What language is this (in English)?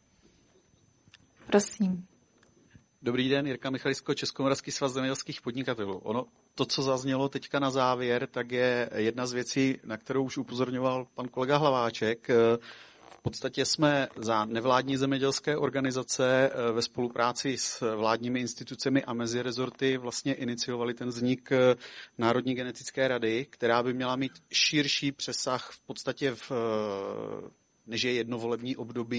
Czech